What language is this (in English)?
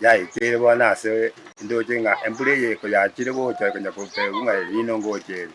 Gusii